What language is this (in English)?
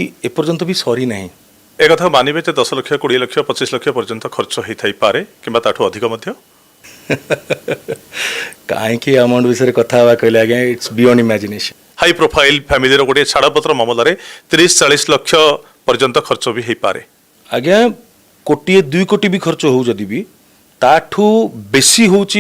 Odia